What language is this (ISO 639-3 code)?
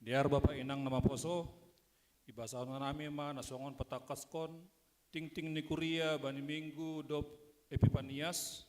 bts